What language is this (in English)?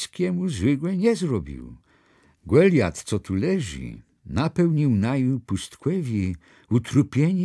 Kashubian